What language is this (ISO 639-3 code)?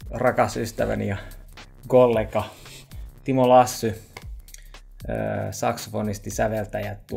fin